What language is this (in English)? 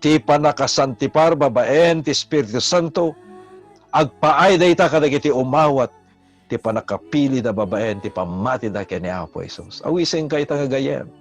Iloko